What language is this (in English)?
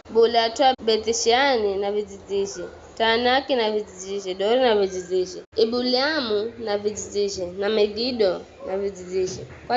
Giryama